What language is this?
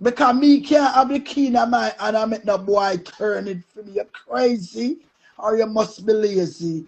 Jamaican Creole English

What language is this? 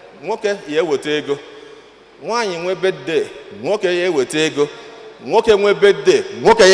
Igbo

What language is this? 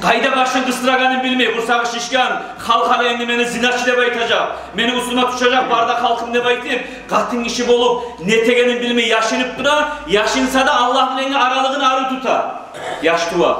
Kumyk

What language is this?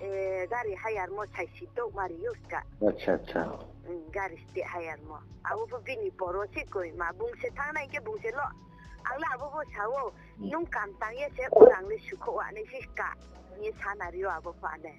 Riang (India)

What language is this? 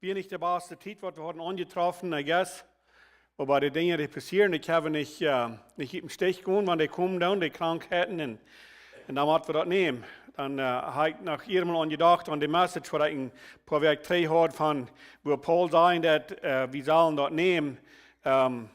Plautdietsch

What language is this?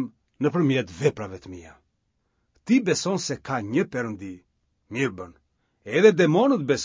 Albanian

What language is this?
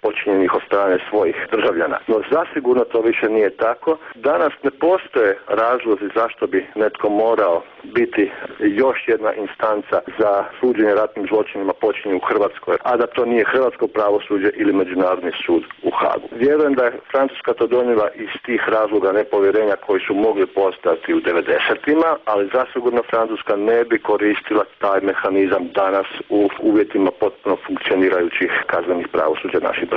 Croatian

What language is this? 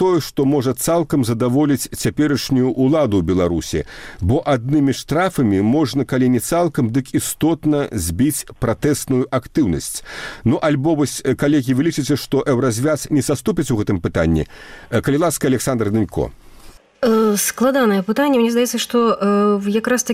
Belarusian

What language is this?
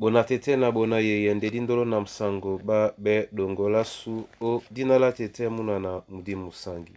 Duala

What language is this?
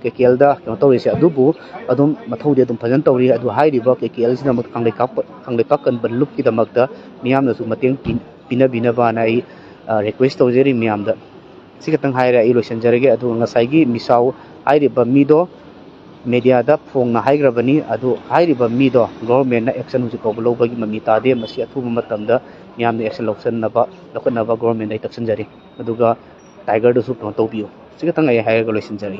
Manipuri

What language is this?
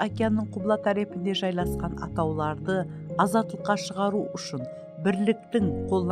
Kara-Kalpak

